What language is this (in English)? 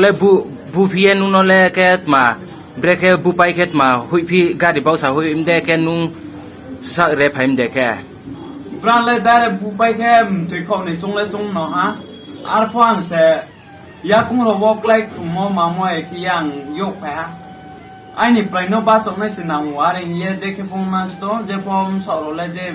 Riang (India)